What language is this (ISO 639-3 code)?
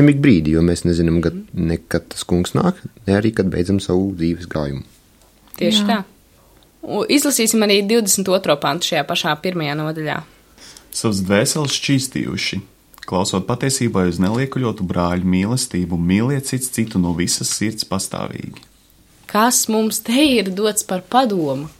lav